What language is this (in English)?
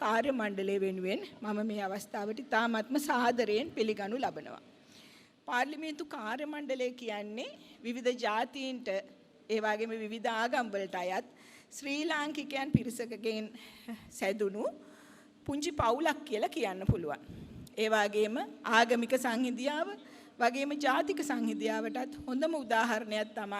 Sinhala